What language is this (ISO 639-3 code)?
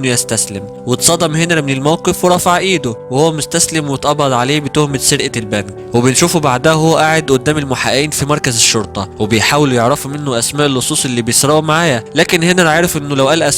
arz